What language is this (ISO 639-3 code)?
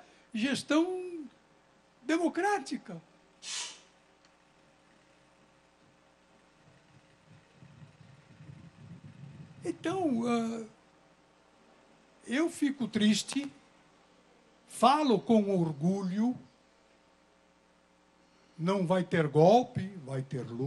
por